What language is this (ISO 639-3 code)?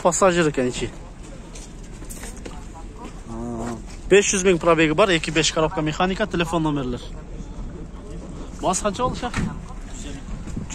kir